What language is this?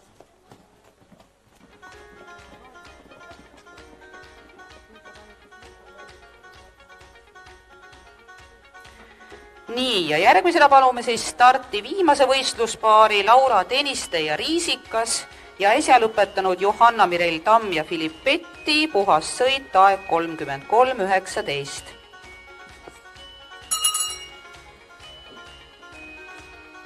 Estonian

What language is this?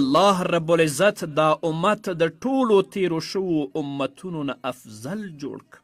Pashto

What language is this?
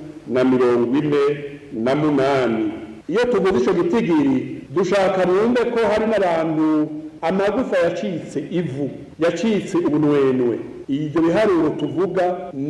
Rundi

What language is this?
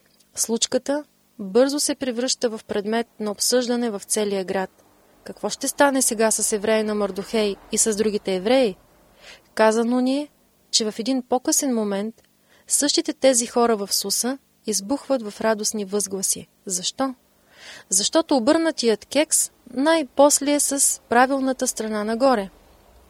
Bulgarian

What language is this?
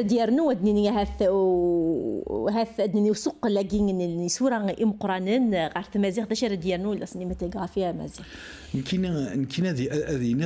Kabyle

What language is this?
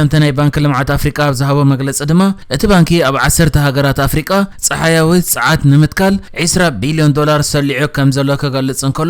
Tigrinya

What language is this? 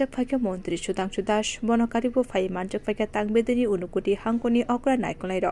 Kok Borok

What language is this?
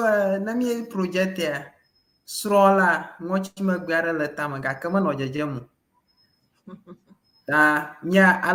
Ewe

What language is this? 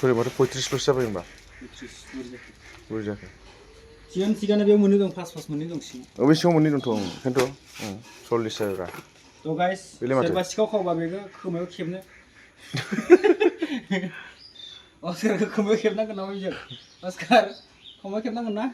Bodo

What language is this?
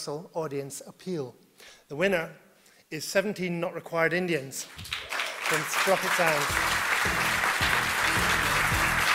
English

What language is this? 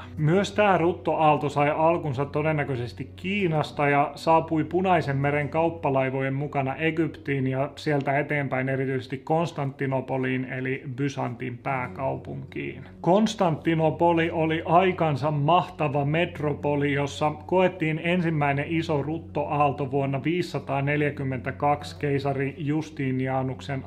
Finnish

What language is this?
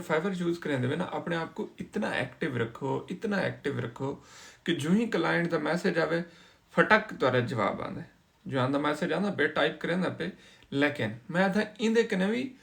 Saraiki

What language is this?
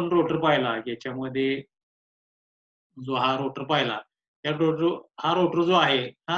Marathi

